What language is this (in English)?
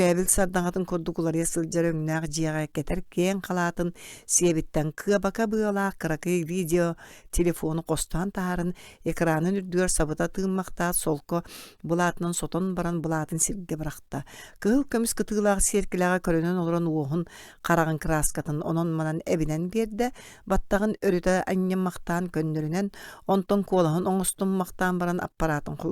Yakut